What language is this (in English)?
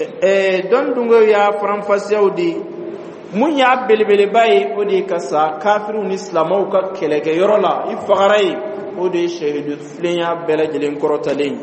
Dyula